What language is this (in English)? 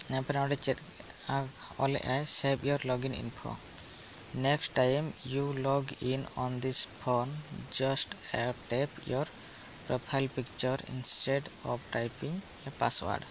Santali